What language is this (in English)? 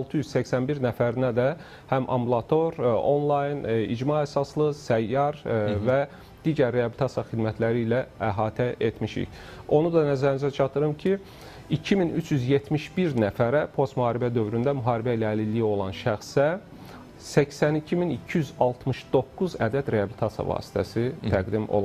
Azerbaijani